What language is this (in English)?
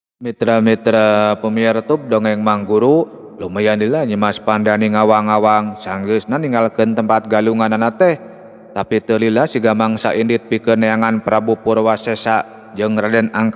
Sundanese